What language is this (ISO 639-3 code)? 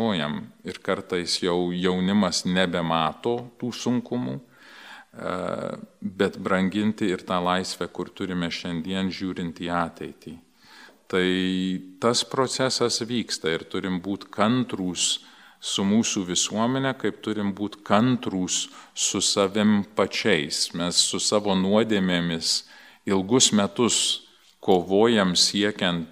lit